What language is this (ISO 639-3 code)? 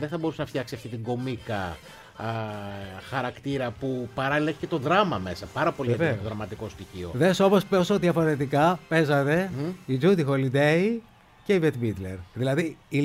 ell